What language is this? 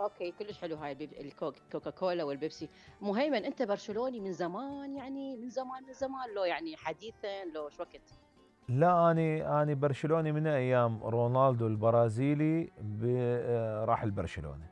Mesopotamian Arabic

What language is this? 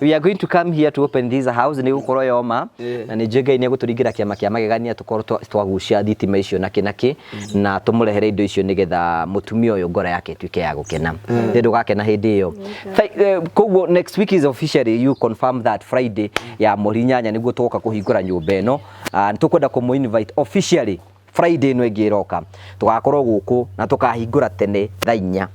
Kikuyu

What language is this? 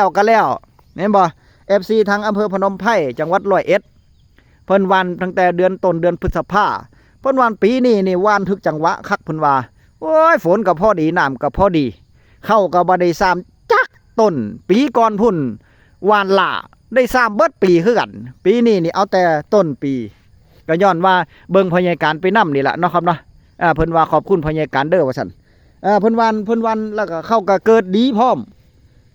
Northeastern Thai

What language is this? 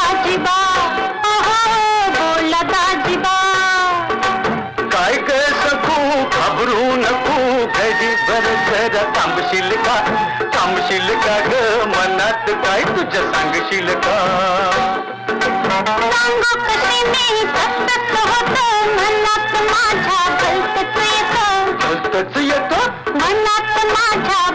Marathi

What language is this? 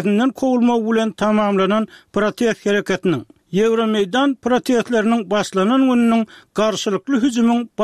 Turkmen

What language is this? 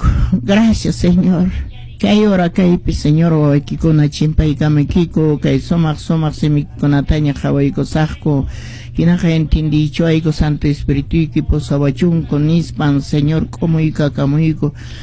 Quechua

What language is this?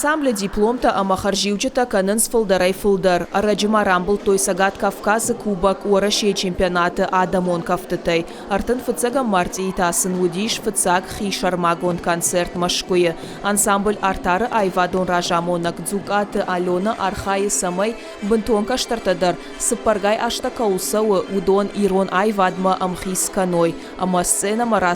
Ossetic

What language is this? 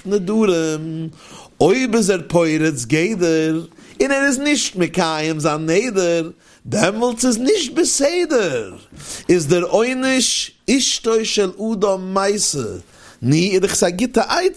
Yiddish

